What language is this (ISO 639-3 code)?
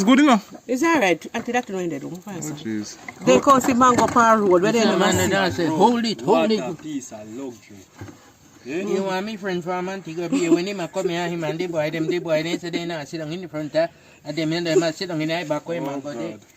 jam